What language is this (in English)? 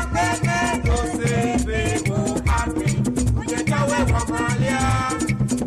Ewe